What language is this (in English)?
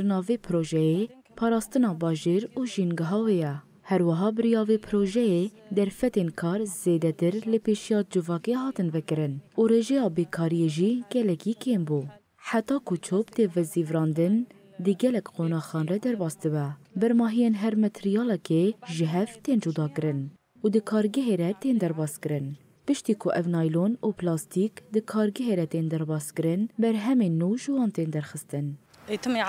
Kurdish